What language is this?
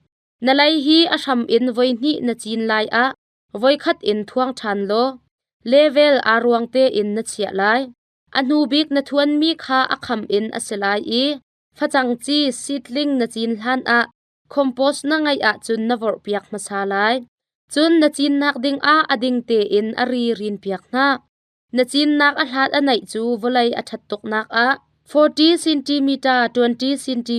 Hakha Chin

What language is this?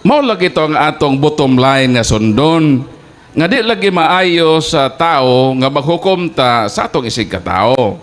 Cebuano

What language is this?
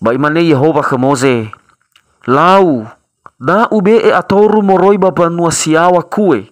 Nias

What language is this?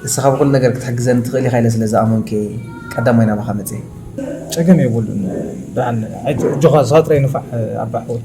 Tigrinya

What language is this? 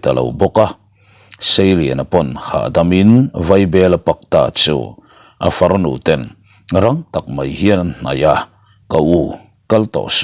Mizo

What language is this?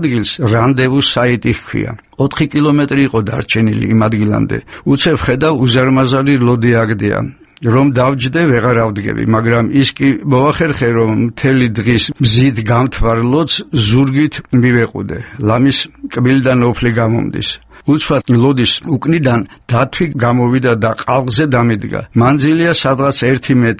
Georgian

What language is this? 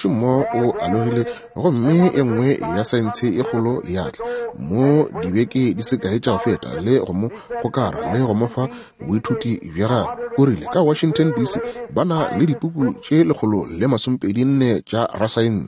Northern Sotho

